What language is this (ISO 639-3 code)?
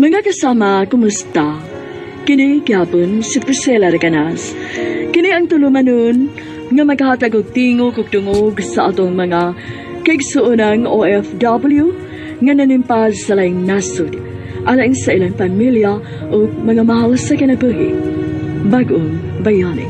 ceb